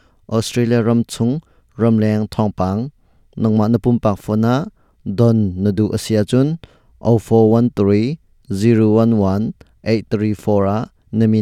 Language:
Hakha Chin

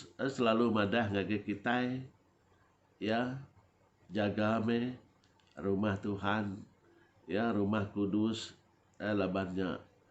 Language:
Iban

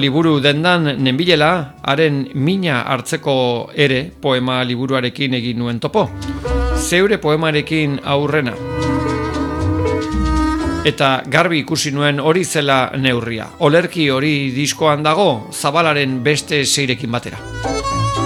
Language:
Basque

